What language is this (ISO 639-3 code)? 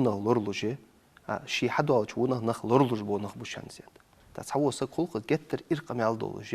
inh